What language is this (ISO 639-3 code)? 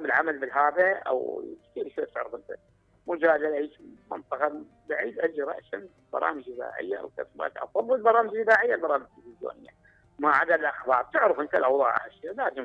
acm